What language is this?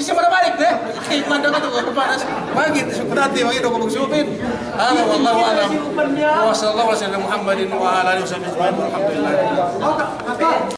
Yakan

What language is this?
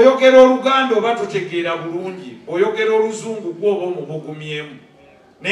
Ganda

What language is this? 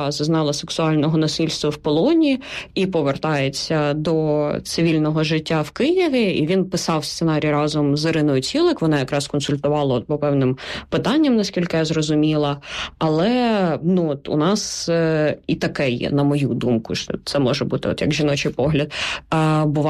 Ukrainian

